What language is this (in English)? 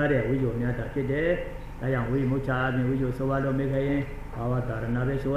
Burmese